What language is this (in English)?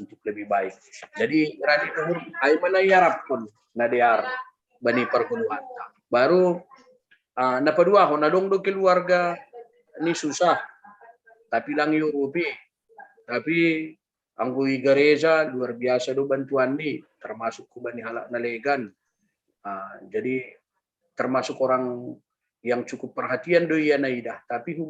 Batak Simalungun